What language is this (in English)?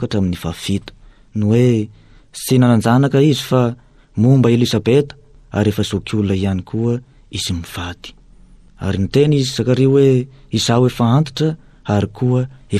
Malagasy